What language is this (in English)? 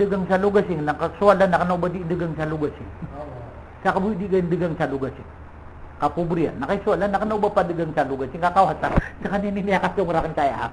Maranao